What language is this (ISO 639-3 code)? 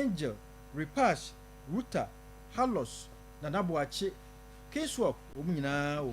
aka